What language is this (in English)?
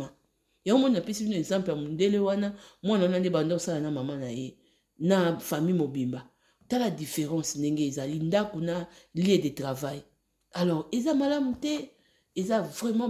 Lingala